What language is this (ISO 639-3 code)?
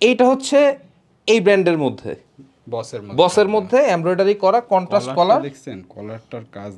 ben